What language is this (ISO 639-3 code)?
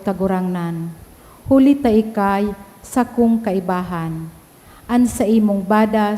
bik